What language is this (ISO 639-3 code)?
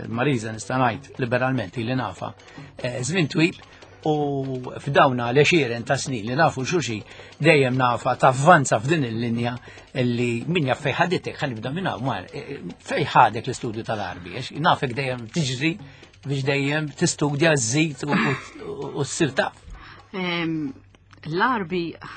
mlt